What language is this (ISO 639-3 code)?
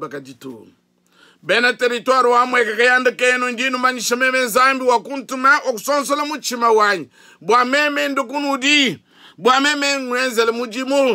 lua